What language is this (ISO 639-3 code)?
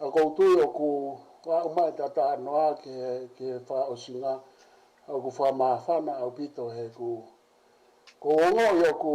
ton